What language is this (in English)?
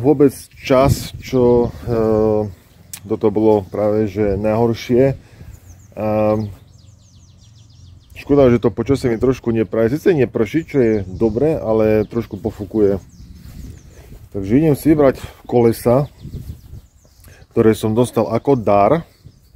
Slovak